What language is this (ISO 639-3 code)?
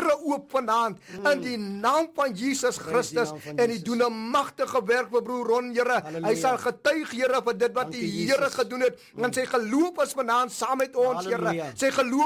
afr